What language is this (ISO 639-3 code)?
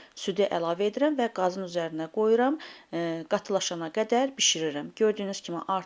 aze